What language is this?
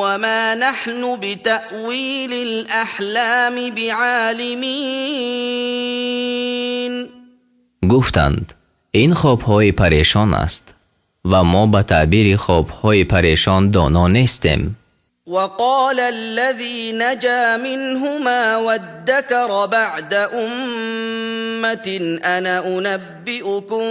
Tajik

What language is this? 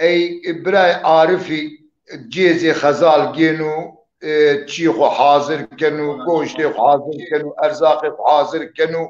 Zaza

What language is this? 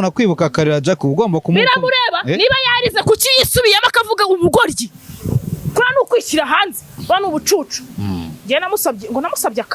Kinyarwanda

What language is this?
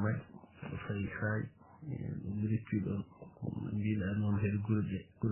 Fula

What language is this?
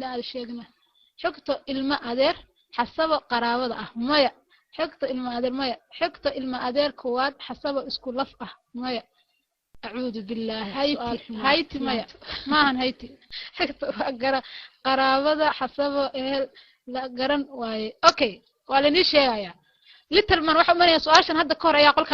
Somali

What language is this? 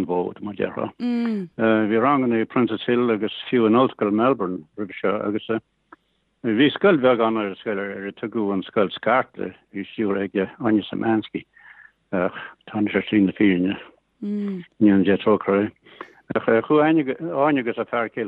Irish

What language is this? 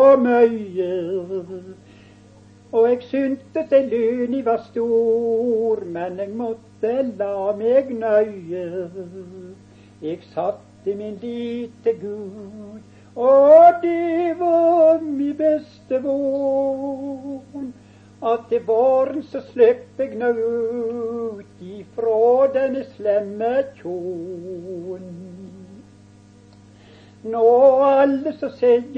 Norwegian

